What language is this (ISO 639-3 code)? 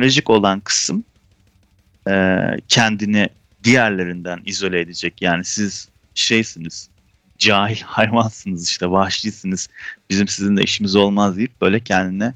tur